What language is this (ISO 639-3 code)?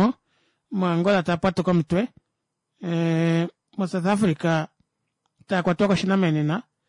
kua